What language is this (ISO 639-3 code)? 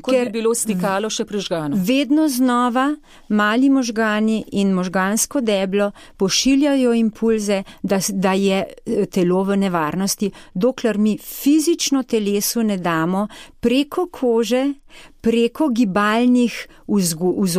slv